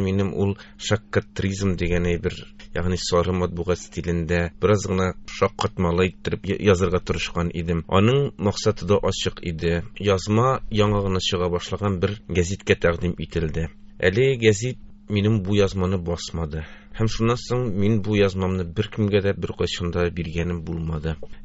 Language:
Tatar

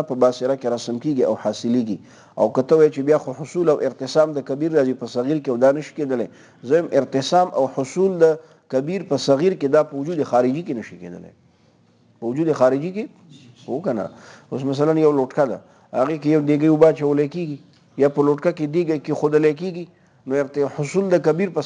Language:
Pashto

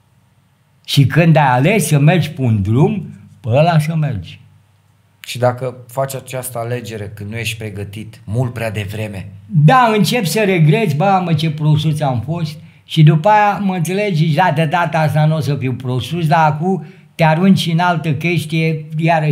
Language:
Romanian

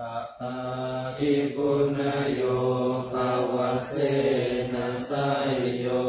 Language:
Pali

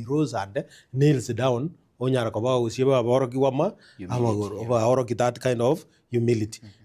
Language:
Gusii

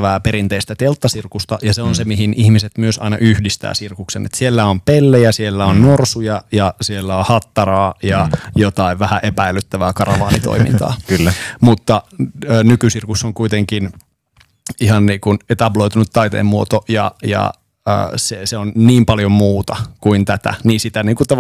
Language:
Finnish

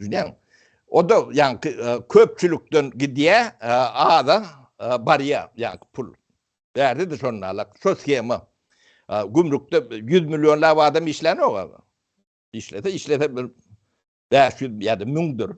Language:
Turkmen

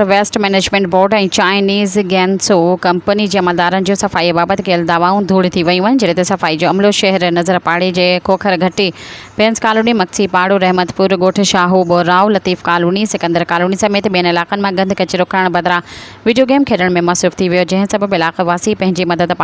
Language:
Sindhi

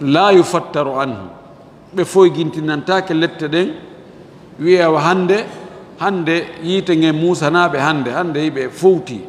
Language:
Fula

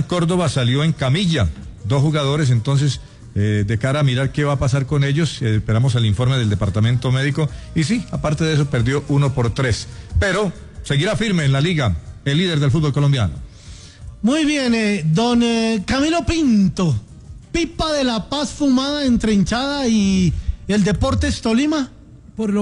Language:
Spanish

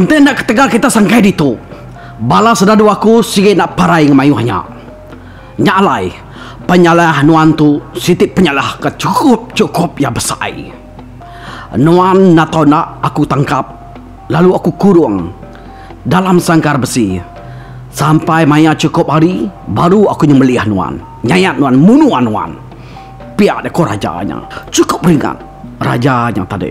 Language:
Iban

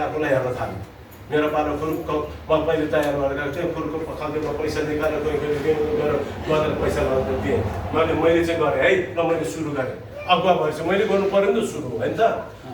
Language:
Nepali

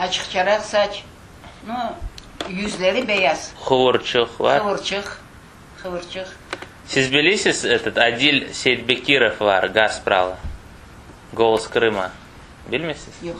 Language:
Crimean Tatar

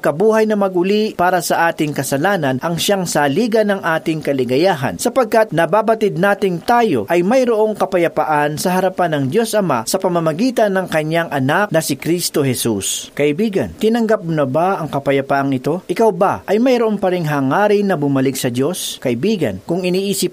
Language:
Filipino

